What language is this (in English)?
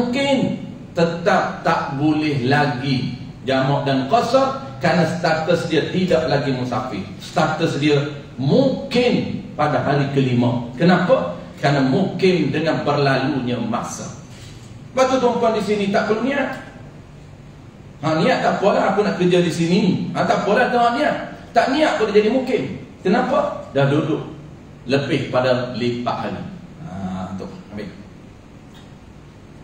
Malay